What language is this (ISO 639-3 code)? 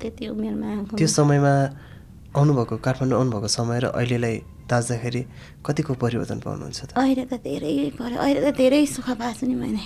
nep